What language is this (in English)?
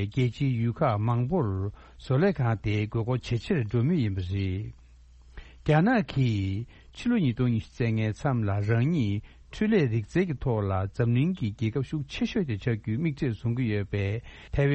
Tibetan